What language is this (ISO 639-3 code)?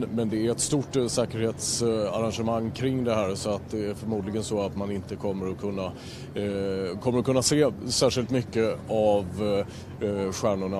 swe